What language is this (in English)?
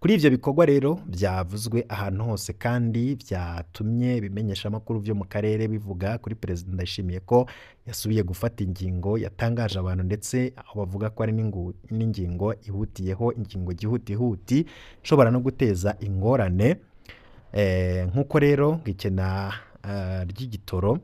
Rundi